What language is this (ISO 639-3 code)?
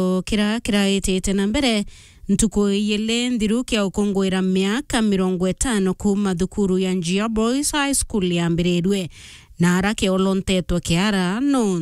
mer